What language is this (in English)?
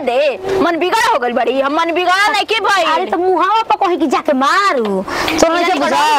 Bhojpuri